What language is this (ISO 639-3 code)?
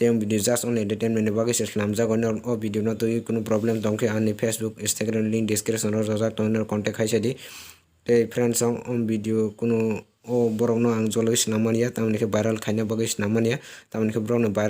trp